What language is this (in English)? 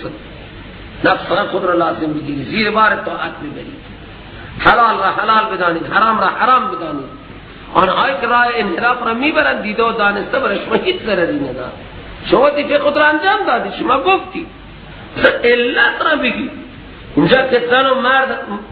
Persian